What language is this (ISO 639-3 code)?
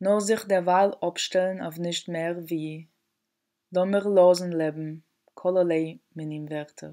yid